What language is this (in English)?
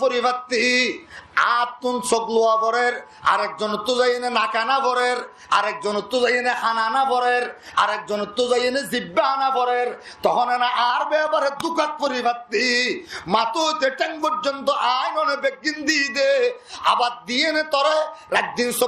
Rohingya